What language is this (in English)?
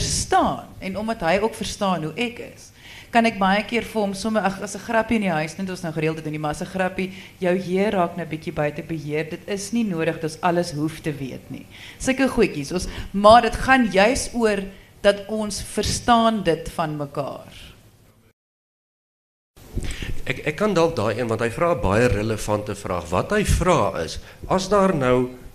Afrikaans